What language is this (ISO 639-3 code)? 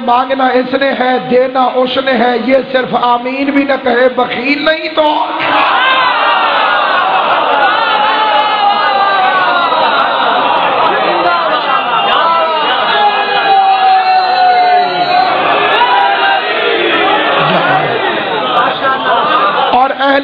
urd